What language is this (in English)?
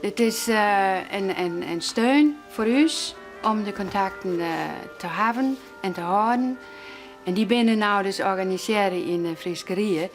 Western Frisian